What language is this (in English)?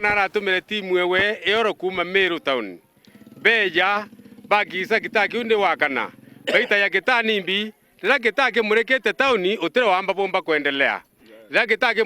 Meru